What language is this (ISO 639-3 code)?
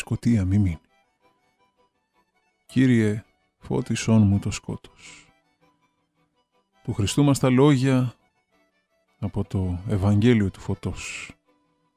ell